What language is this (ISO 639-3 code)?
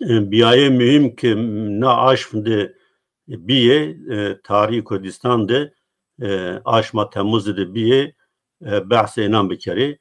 zza